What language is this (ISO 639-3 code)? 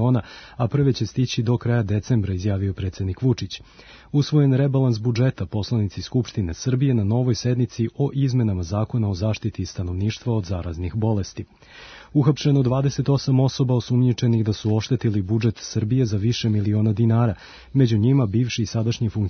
srp